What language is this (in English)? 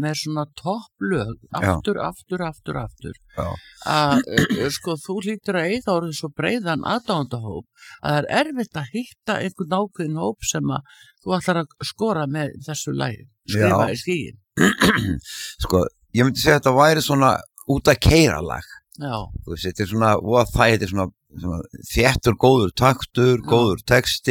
Icelandic